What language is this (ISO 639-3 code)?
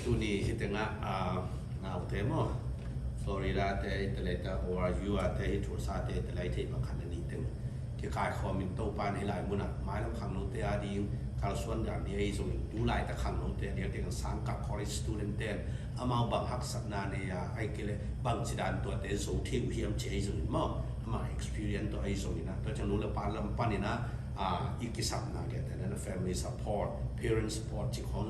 ctd